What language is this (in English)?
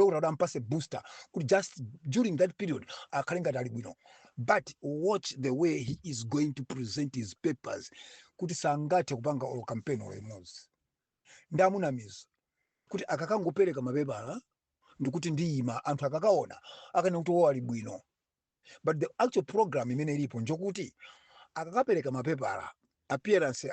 Nyanja